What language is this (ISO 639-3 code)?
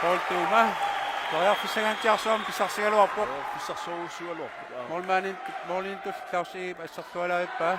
kal